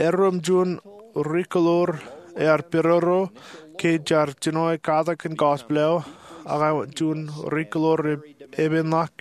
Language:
Marshallese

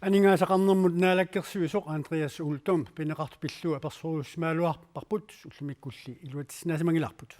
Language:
Kalaallisut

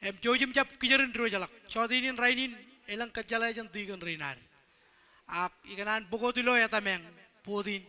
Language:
Marshallese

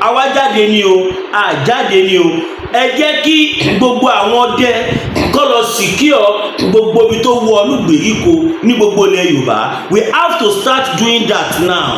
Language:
Yoruba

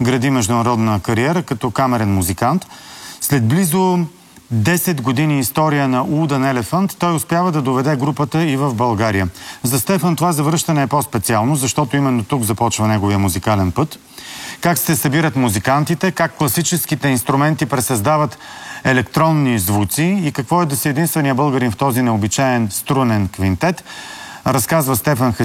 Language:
Bulgarian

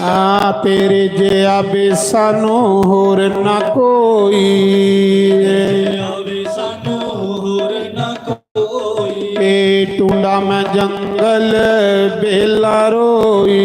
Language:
Dogri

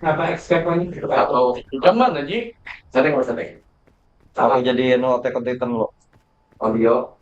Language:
Banjar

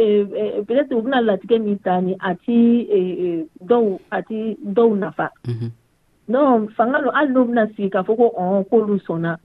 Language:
Dyula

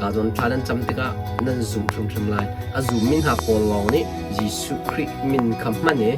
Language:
Hakha Chin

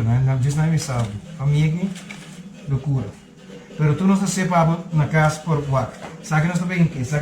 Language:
Papiamento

